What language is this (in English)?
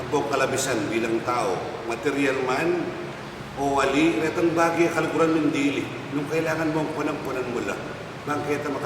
Pampanga